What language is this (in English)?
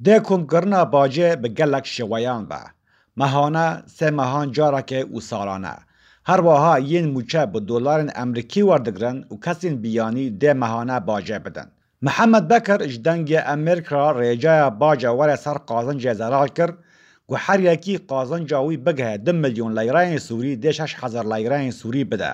Kurdish